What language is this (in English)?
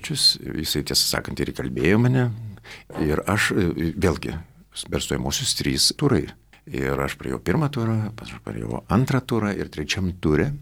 Lithuanian